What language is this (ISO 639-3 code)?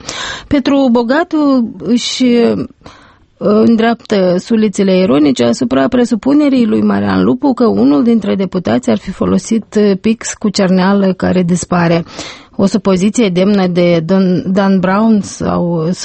ron